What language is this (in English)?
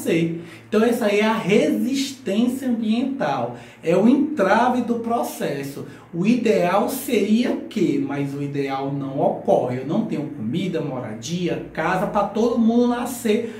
Portuguese